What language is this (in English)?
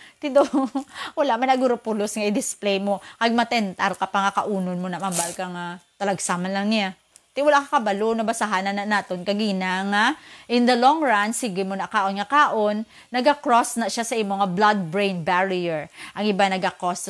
Hiligaynon